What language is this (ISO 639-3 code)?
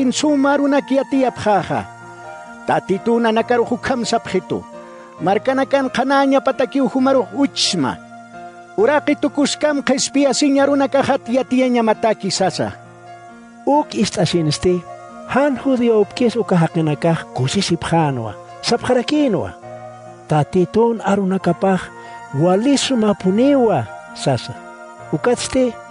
aym